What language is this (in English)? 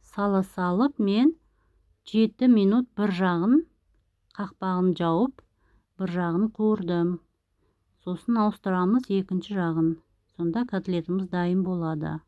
Kazakh